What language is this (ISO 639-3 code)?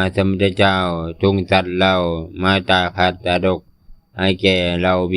lao